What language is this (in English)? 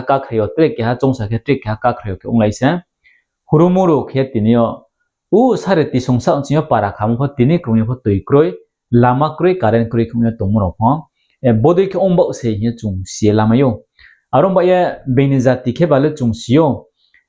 Riang (India)